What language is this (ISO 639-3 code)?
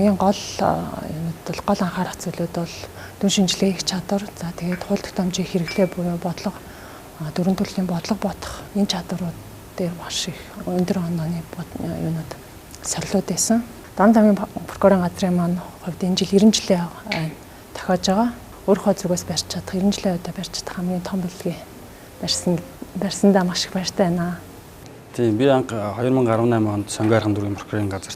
mon